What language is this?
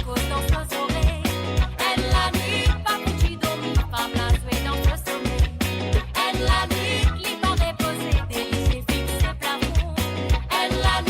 Morisyen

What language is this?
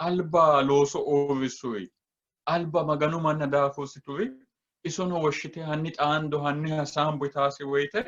Sidamo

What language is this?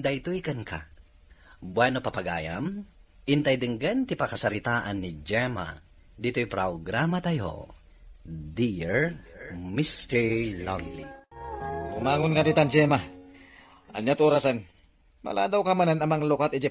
Iloko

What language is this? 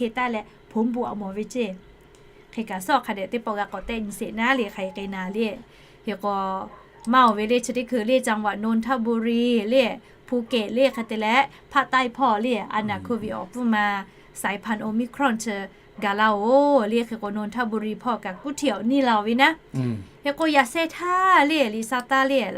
Lahu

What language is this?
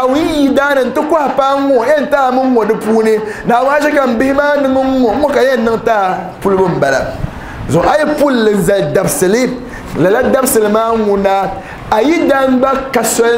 Dagbani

